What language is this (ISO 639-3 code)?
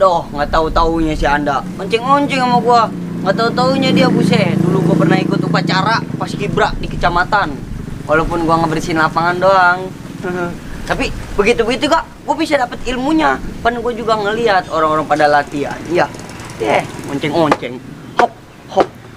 bew